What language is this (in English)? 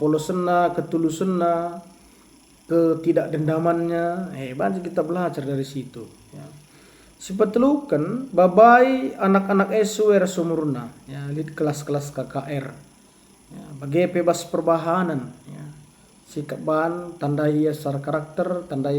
Batak Karo